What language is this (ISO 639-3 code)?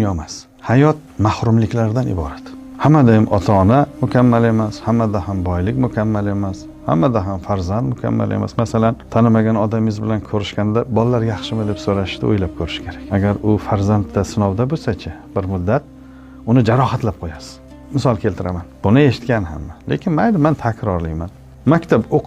uzb